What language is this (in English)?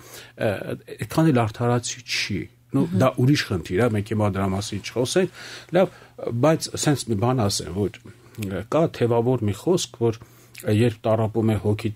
Armenian